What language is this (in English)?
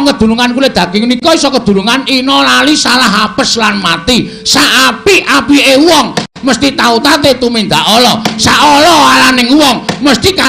Javanese